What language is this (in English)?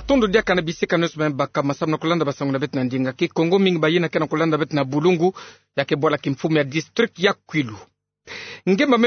Kituba (Democratic Republic of Congo)